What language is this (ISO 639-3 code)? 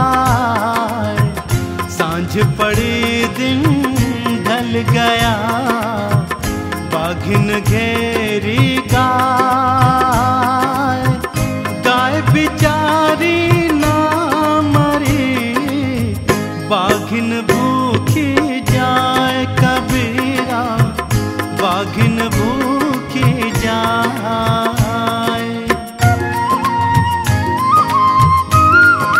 hin